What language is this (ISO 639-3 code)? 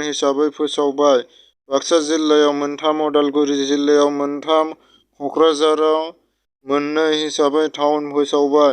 brx